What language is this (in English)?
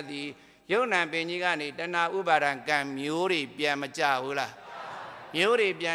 Burmese